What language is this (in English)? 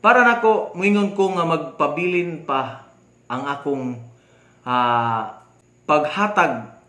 Cebuano